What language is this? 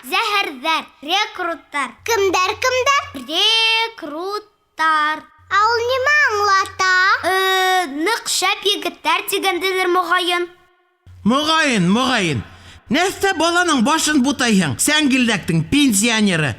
Bashkir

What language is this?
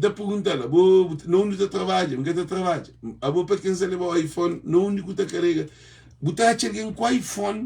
Kabuverdianu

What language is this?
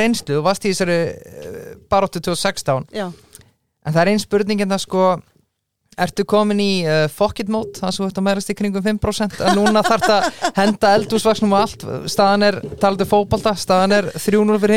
Icelandic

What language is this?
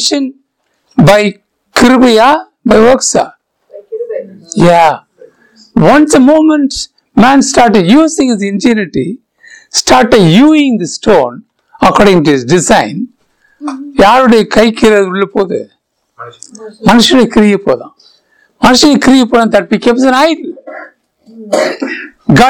Tamil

